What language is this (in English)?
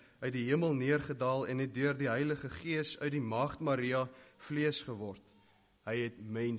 Afrikaans